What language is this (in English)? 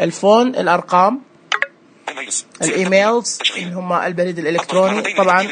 Najdi Arabic